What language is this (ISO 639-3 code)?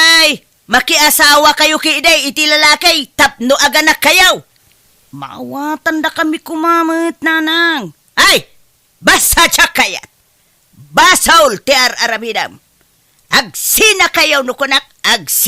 ilo